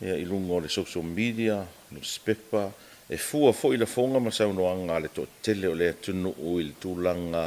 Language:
Samoan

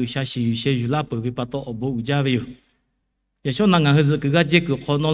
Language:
Lahu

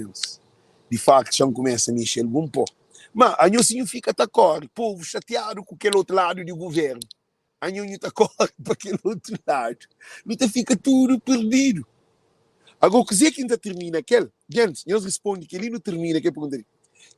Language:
Kabuverdianu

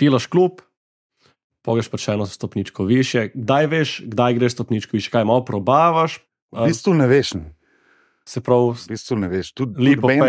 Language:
Slovenian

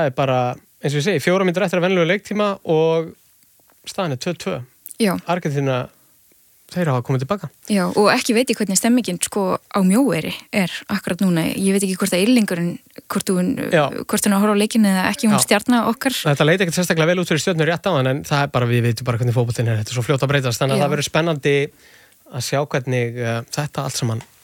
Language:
Icelandic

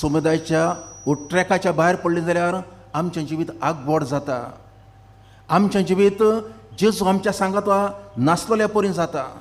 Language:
Konkani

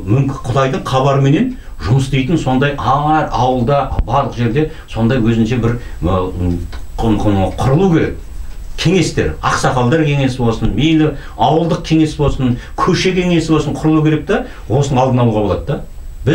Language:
Kazakh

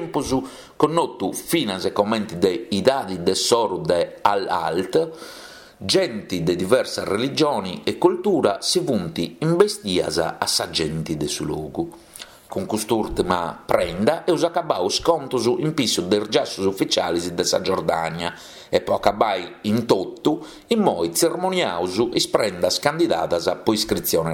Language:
Sardinian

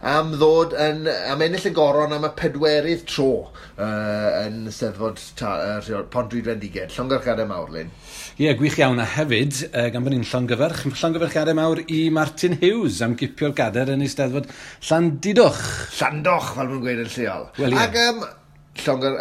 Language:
Welsh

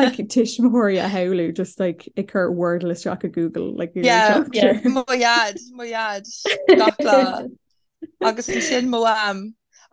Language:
Irish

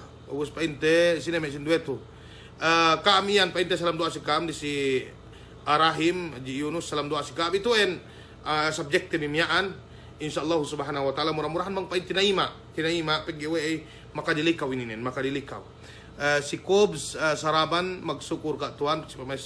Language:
Yakan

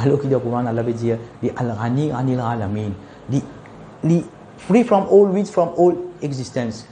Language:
Morisyen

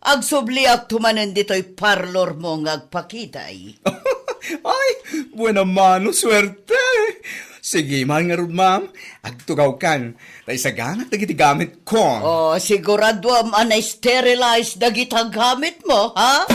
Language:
Iloko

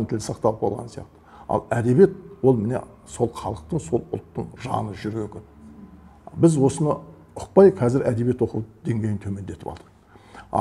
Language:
Kazakh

